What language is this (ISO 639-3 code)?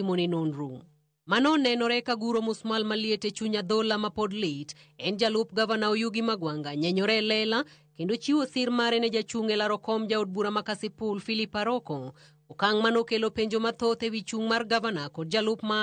luo